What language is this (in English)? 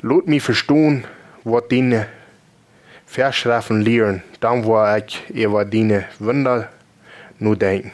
Plautdietsch